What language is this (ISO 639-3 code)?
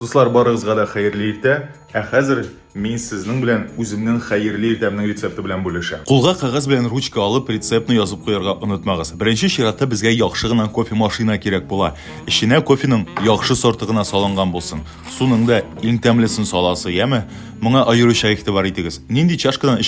tat